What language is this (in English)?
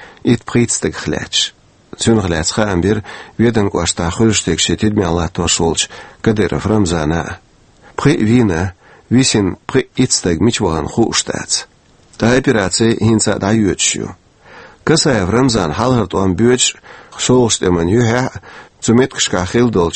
Chechen